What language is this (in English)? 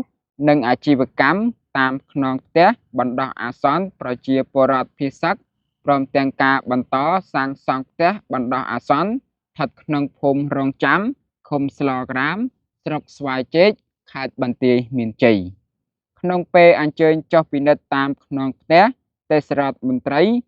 Khmer